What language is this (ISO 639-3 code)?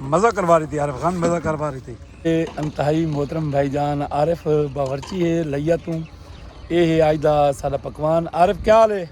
skr